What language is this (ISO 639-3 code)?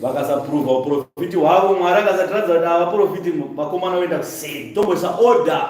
sna